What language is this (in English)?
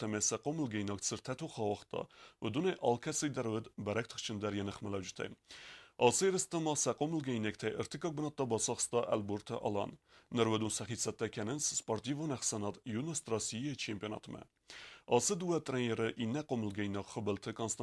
Ossetic